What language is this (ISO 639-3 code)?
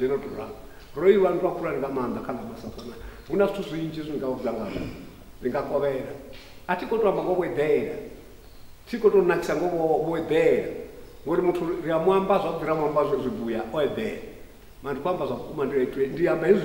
sna